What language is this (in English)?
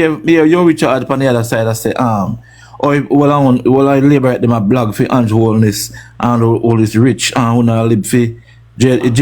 Jamaican Creole English